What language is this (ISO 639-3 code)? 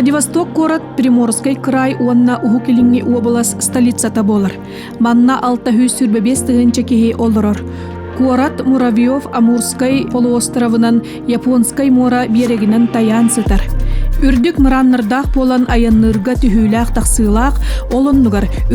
sah